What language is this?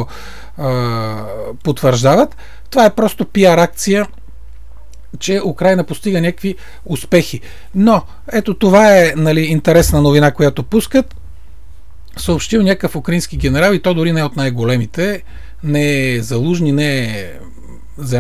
Bulgarian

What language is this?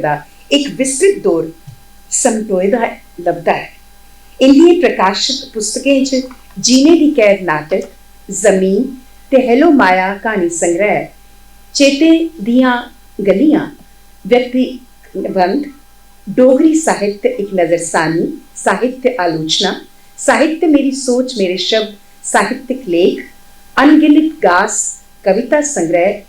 Dogri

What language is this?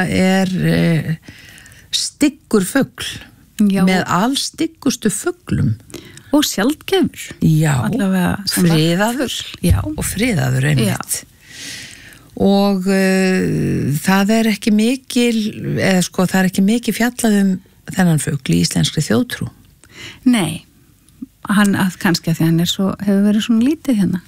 Icelandic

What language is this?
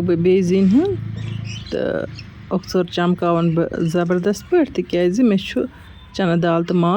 Kashmiri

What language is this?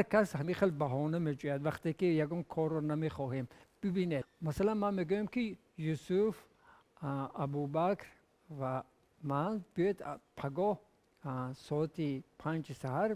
Tajik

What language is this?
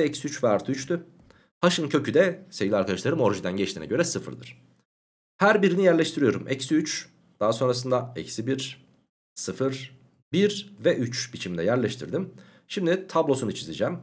Turkish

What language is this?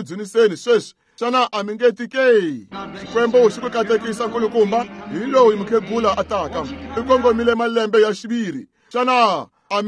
Tsonga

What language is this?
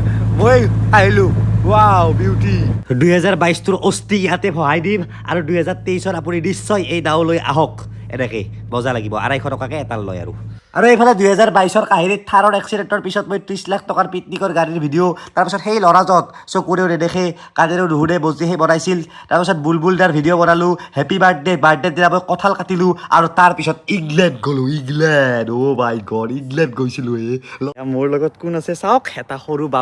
Assamese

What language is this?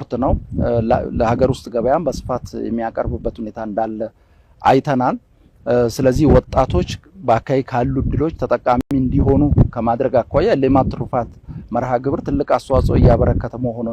Amharic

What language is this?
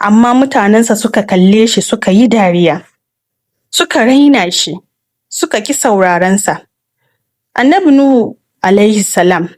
Hausa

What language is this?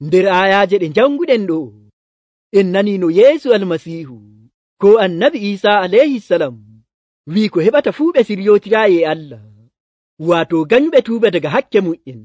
Nigerian Fulfulde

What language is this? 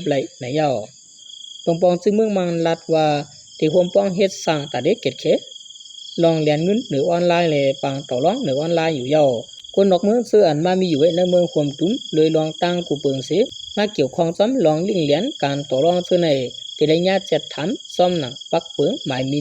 Shan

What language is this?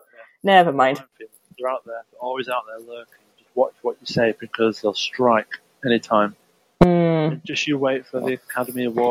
English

